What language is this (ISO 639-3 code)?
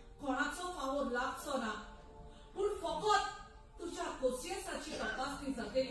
kok